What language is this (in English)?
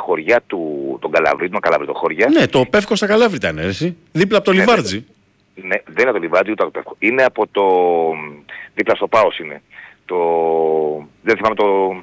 Greek